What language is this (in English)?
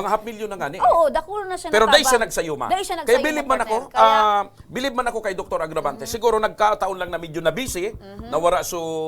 Bikol